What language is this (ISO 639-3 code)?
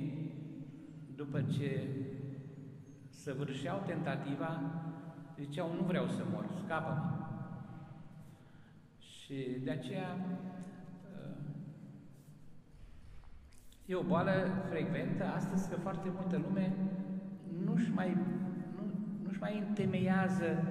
ron